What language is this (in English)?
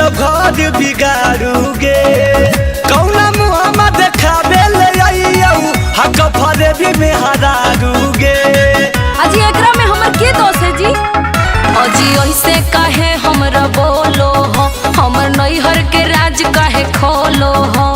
Magahi